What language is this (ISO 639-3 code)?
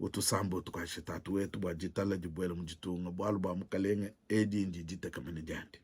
lua